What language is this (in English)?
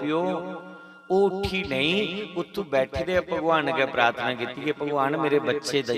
Dogri